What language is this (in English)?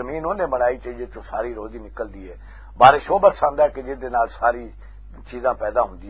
Western Panjabi